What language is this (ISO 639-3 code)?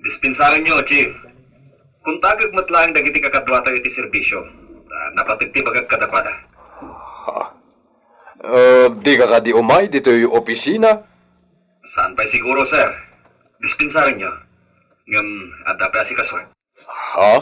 ilo